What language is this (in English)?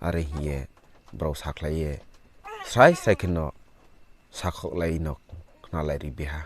Riang (India)